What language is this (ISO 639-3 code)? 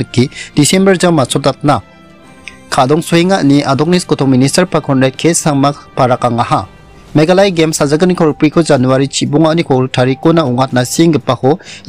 grt